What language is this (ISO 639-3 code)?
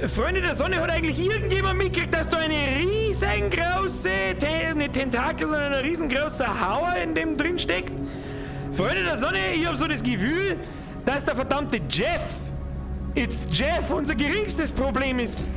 bar